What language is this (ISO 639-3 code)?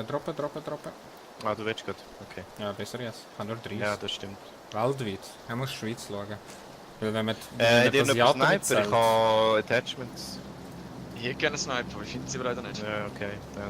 gsw